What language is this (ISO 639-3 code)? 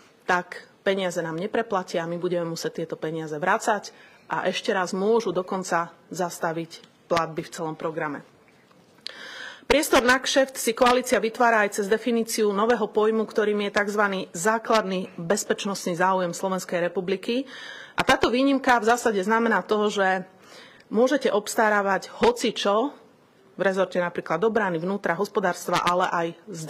slk